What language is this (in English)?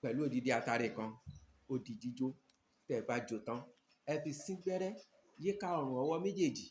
Yoruba